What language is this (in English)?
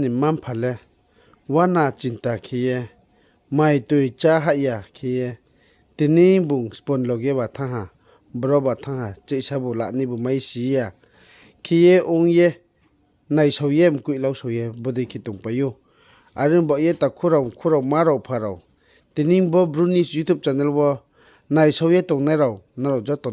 Riang (India)